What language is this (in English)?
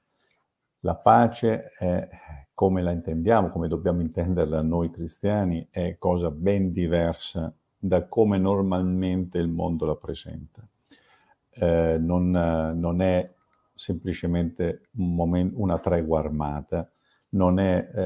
Italian